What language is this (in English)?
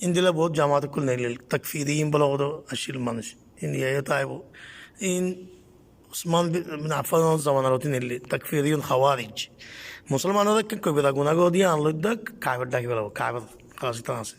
Rohingya